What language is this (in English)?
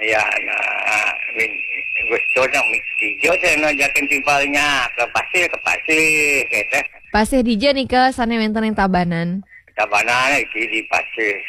Balinese